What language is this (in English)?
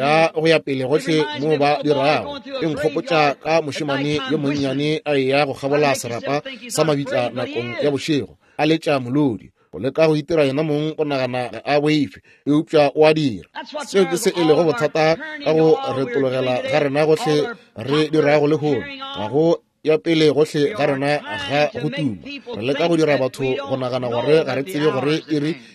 Northern Sotho